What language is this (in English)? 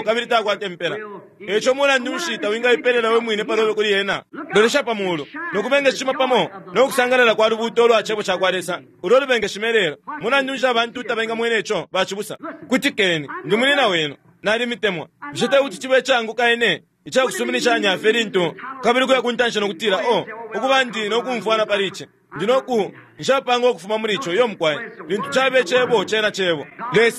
Bemba